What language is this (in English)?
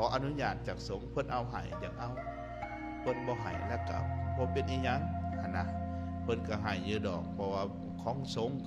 Lao